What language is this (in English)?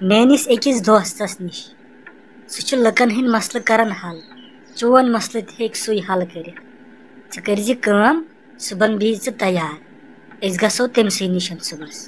Kashmiri